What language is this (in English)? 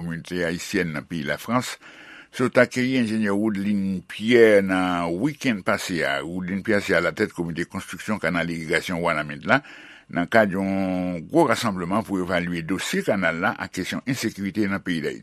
Haitian Creole